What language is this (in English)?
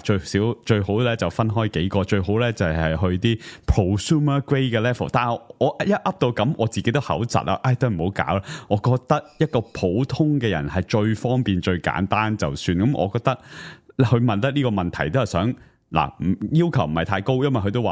Cantonese